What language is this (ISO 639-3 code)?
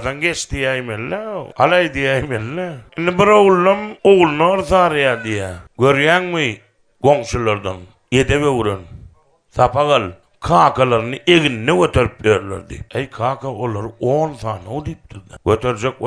tuk